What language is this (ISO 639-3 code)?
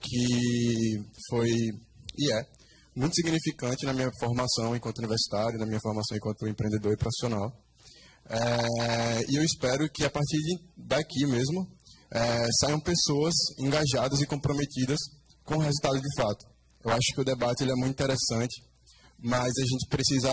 por